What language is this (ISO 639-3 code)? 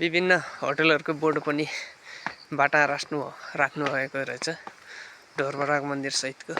nep